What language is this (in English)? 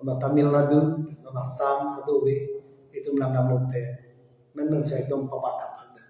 Karbi